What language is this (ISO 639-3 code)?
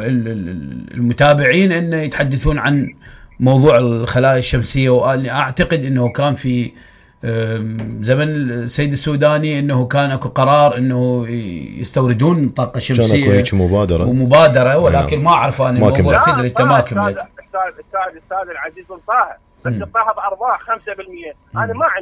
acm